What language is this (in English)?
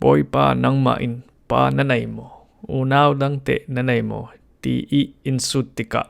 Falam Chin